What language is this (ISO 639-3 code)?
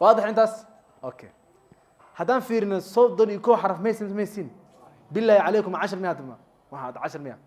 som